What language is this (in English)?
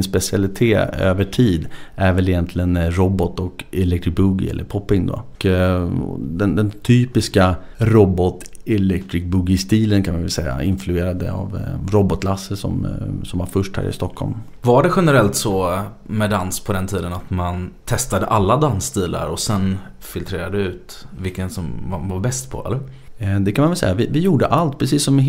Swedish